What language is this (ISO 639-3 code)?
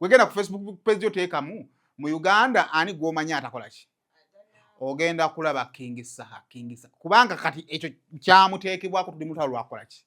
lug